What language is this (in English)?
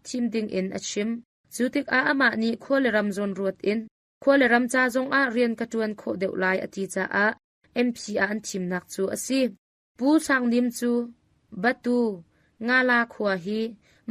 Hakha Chin